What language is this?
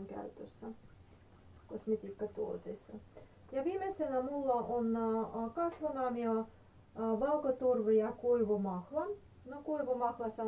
Finnish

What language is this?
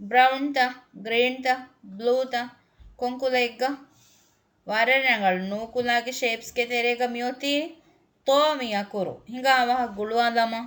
Divehi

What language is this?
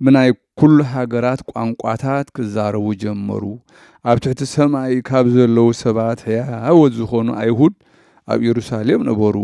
Tigrinya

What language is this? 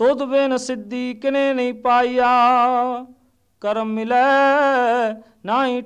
Punjabi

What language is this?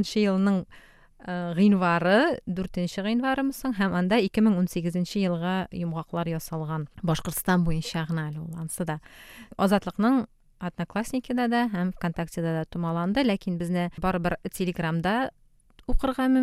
Tatar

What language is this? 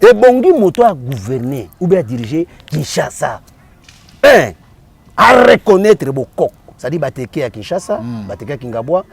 Lingala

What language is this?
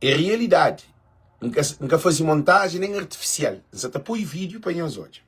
Kabuverdianu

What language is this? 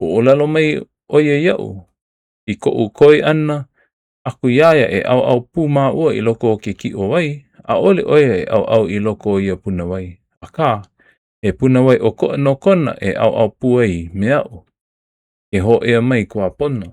Hawaiian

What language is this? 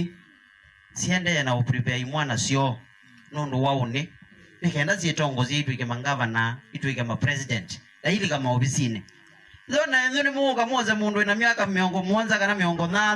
Kamba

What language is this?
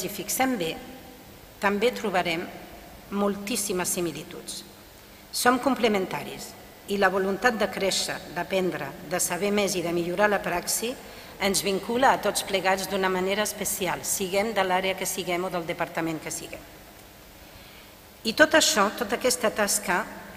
Catalan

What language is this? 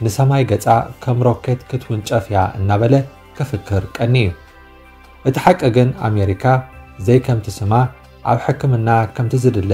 Tigrinya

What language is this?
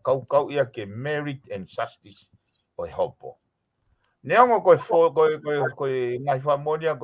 Tongan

